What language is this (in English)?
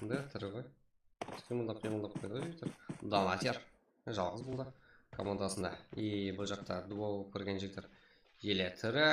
Kara-Kalpak